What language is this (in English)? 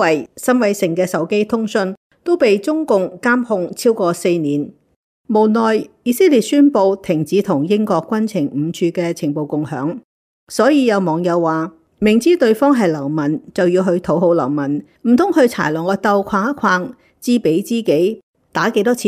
Cantonese